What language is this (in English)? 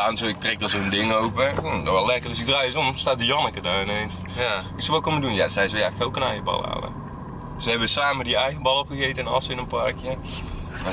Dutch